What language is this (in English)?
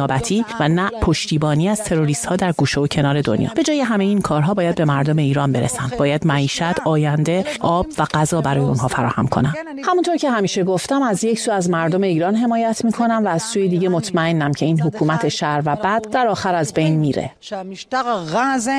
Persian